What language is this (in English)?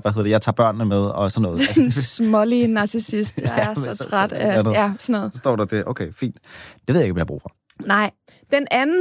Danish